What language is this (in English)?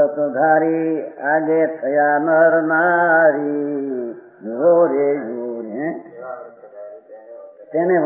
Gujarati